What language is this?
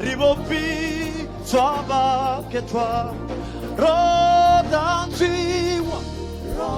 Venda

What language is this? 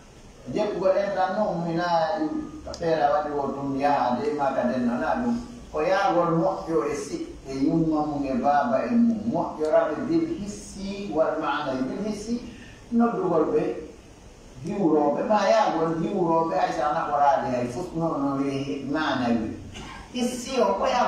Pular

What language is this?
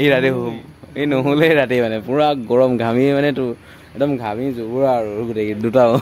Assamese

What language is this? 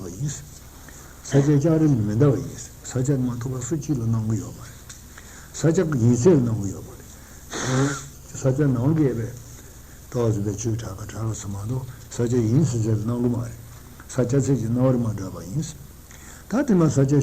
Tibetan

